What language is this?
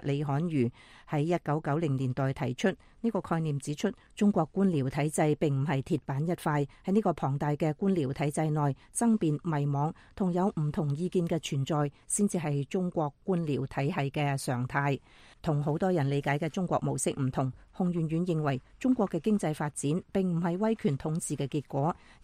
Cantonese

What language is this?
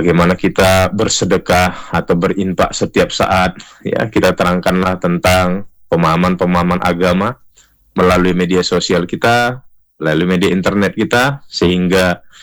Indonesian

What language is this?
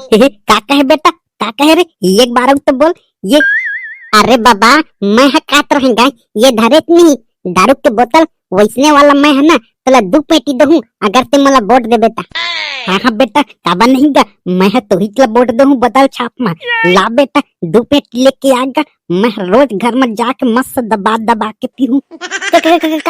Chhattisgarhi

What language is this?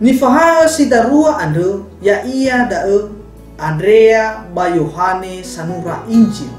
Nias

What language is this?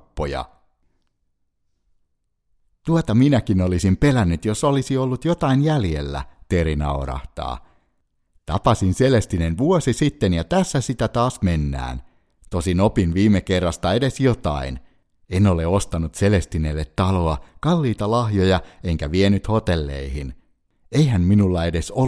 Finnish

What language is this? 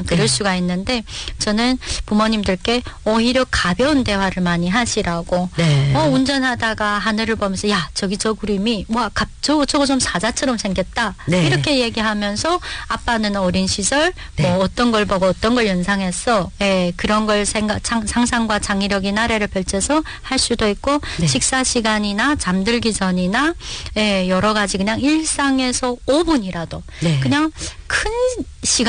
Korean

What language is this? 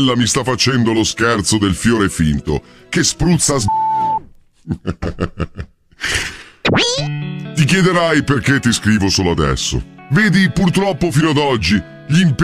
Italian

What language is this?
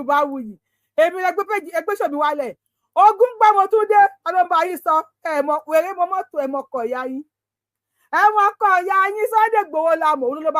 Yoruba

